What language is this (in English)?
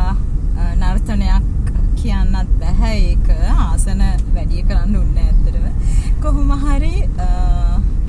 Sinhala